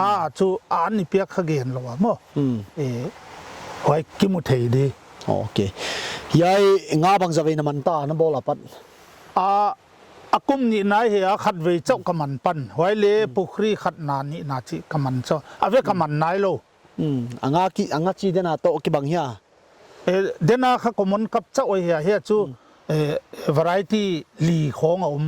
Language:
Paite Chin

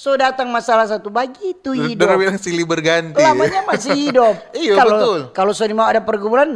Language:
Manado Malay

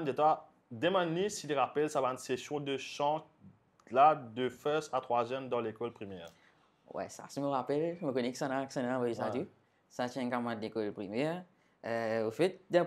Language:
Morisyen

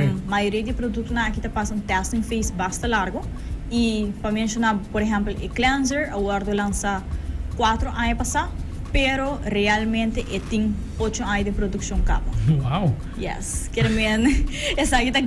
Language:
Papiamento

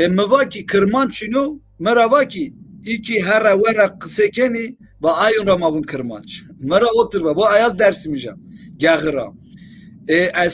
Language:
Zaza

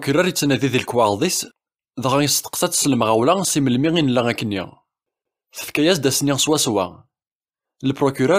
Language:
Kabyle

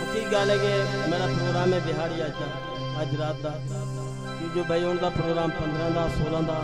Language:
Saraiki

